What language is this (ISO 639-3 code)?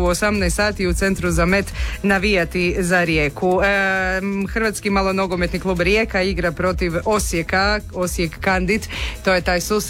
hrv